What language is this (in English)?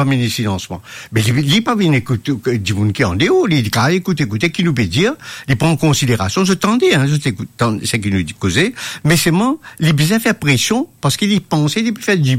Morisyen